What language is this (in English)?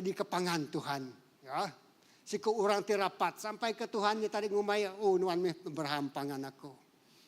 Iban